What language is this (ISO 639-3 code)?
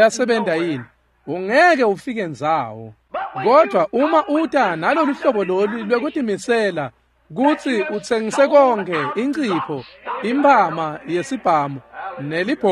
ssw